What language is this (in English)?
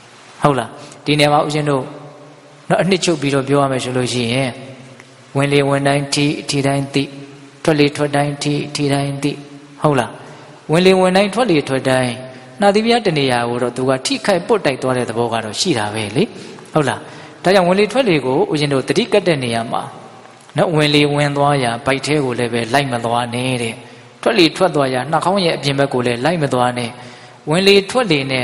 Burmese